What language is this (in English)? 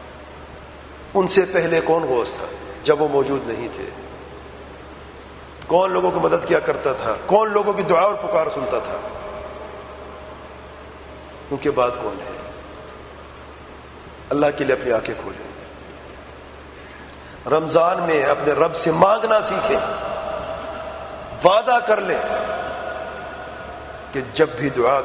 Urdu